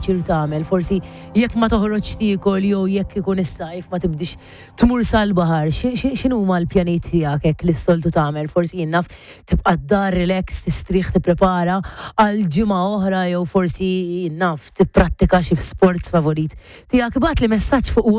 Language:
Maltese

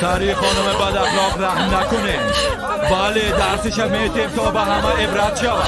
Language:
Persian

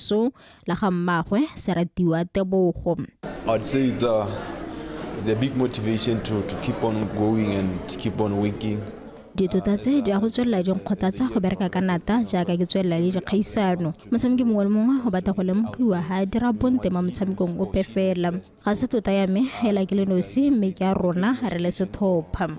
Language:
Tswana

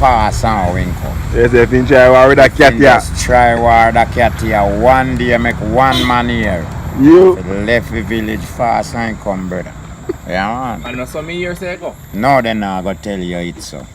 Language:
Jamaican Creole English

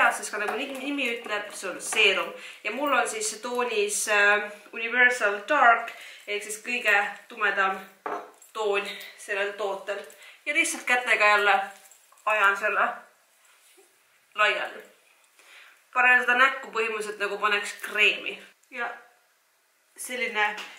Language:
Estonian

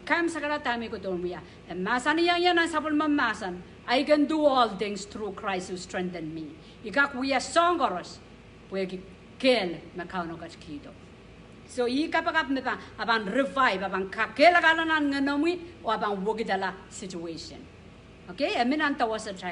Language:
Pohnpeian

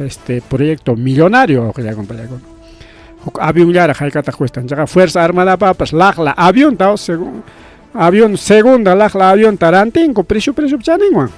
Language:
Ayacucho Quechua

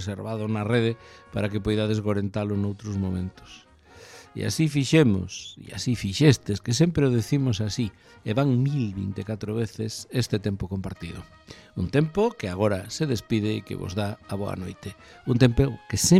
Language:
Galician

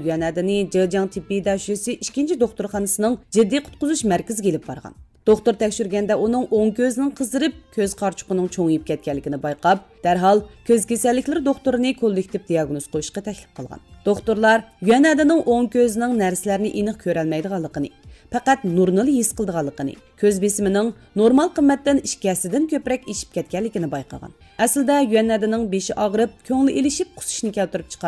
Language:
Uyghur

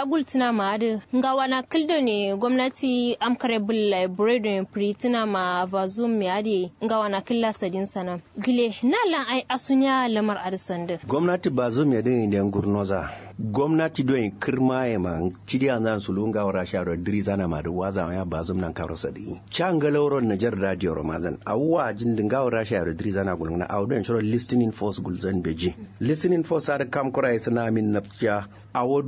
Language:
Kanuri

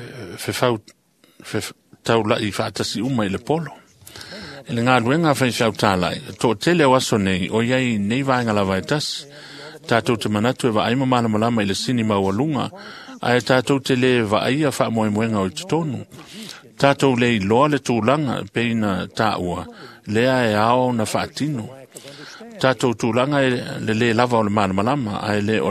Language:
Samoan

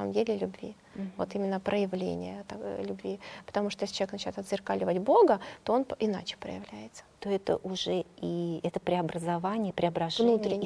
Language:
Russian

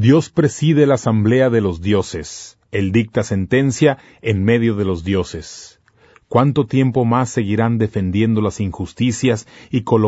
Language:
Spanish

